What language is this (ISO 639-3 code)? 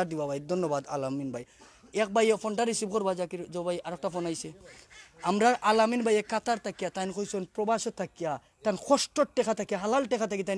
syl